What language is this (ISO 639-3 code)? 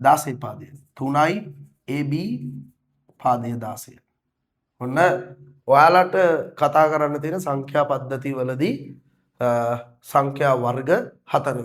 sin